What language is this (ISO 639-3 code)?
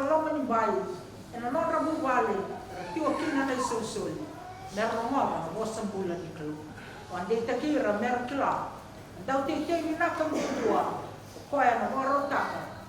fij